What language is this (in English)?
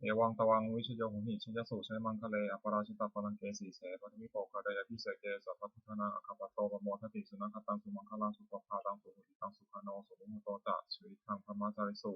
Pali